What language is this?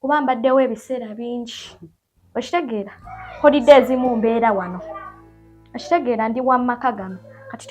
Ganda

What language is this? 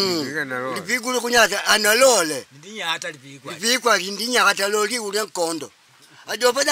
Makonde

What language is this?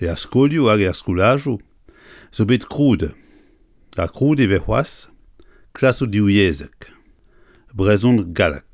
Breton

